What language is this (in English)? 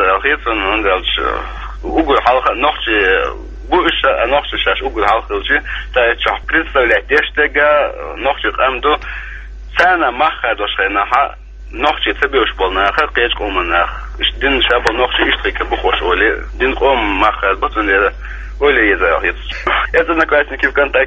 Chechen